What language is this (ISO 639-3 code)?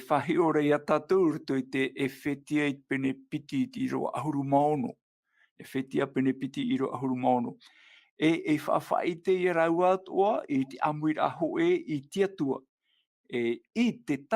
tah